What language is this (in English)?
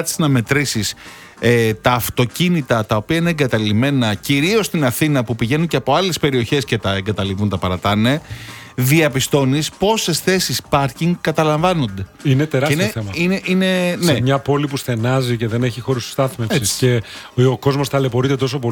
Greek